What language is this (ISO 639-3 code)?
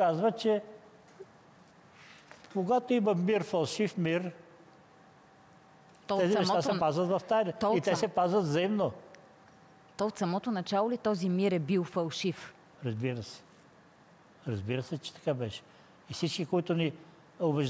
bul